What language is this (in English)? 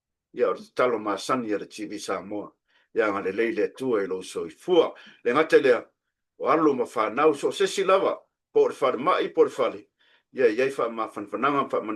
Samoan